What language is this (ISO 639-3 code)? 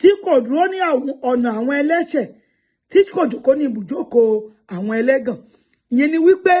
yor